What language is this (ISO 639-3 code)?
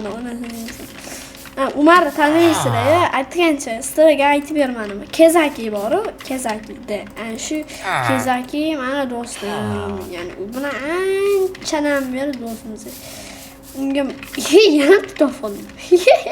uzb